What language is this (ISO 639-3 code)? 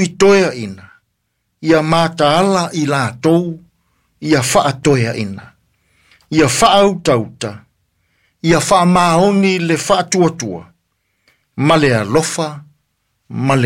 smo